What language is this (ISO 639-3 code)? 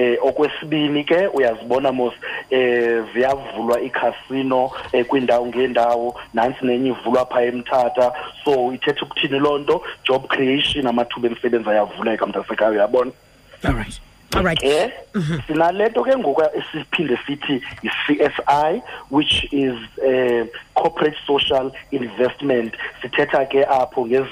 xho